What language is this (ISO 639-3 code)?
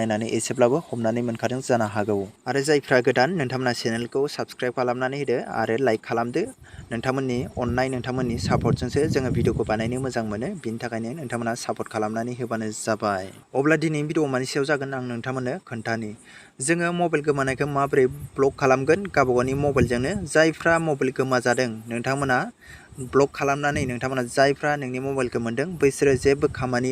brx